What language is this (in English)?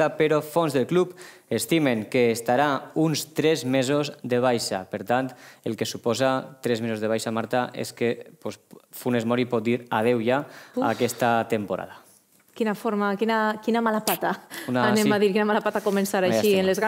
Catalan